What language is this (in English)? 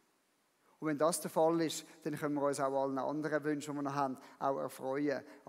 Swiss German